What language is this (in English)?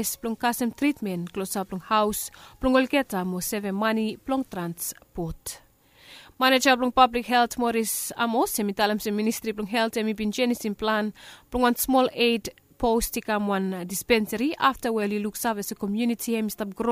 Bislama